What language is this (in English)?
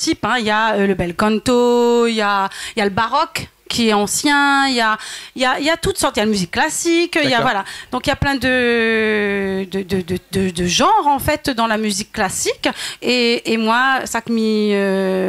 Réunion Creole French